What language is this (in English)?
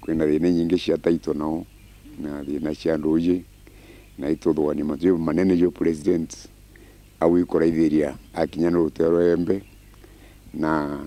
Meru